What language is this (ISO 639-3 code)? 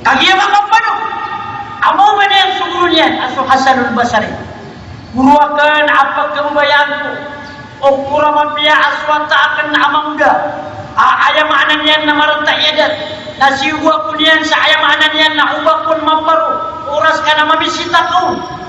mrw